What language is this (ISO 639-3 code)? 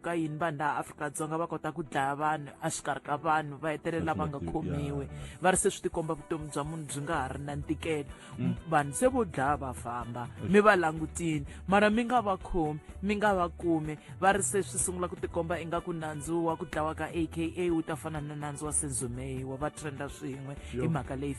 tso